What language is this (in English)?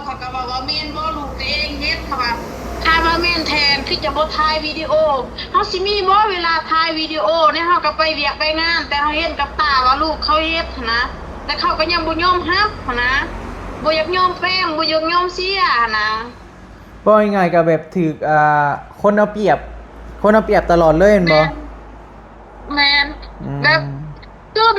Northeastern Thai